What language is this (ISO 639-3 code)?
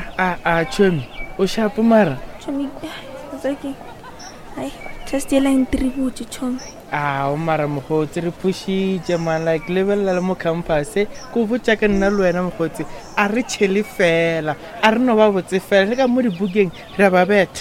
nso